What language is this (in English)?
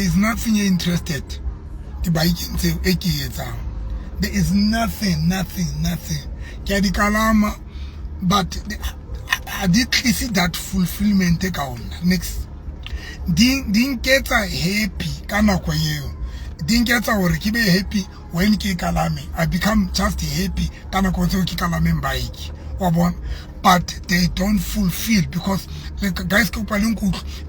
Southern Sotho